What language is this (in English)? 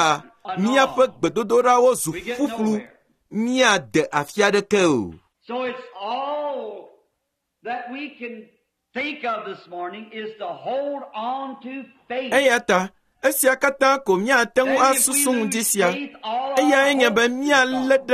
Ewe